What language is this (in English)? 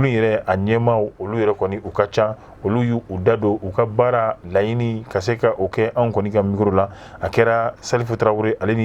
Bambara